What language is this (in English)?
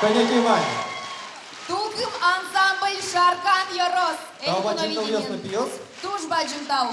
Udmurt